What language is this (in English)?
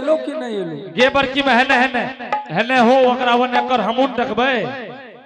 Angika